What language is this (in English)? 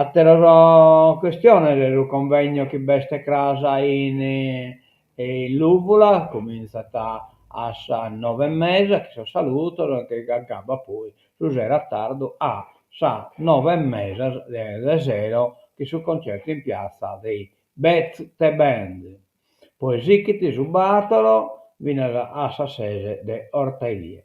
Sardinian